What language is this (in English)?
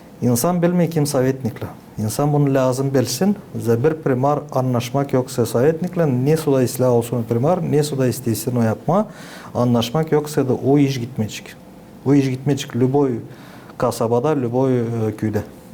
Gagauz